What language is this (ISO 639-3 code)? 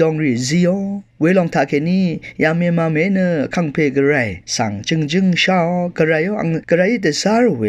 raw